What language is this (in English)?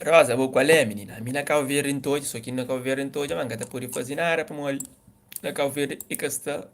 Kabuverdianu